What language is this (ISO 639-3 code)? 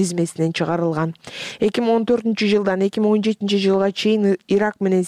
kir